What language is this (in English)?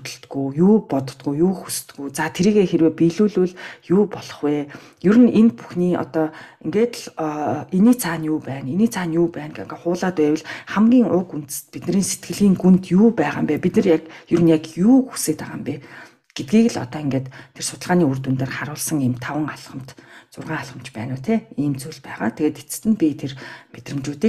Mongolian